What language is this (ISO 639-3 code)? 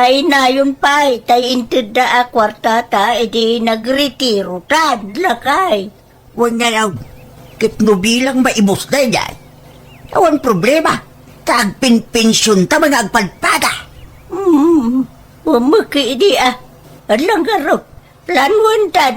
ilo